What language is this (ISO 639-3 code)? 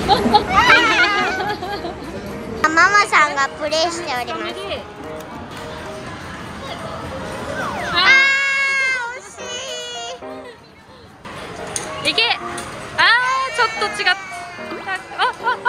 jpn